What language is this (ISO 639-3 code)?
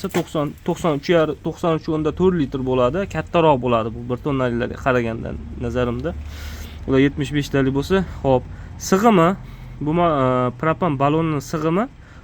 uzb